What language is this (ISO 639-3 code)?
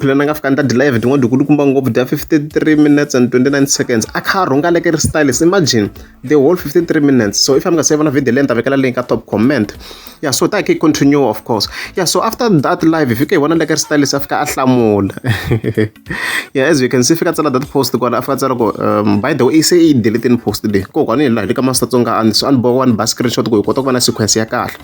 tso